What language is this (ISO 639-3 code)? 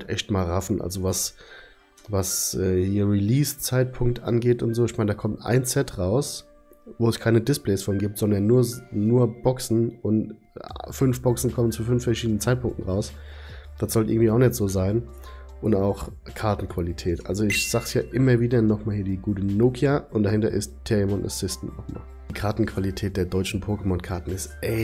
deu